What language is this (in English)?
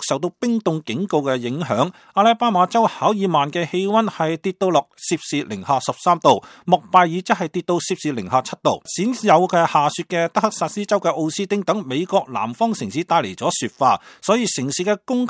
Cantonese